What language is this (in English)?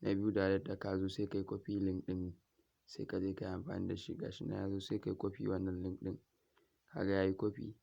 Hausa